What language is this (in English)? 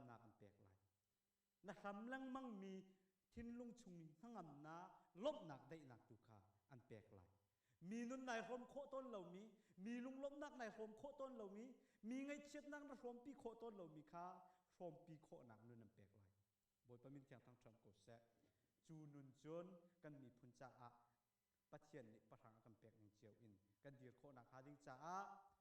Hakha Chin